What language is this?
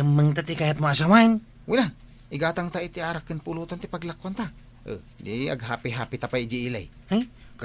Iloko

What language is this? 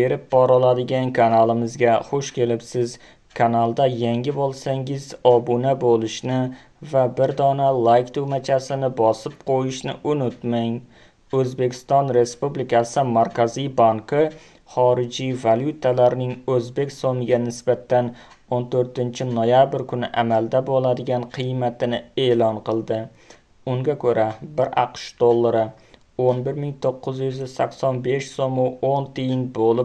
Uzbek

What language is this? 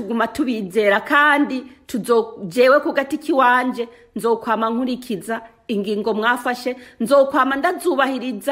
Rundi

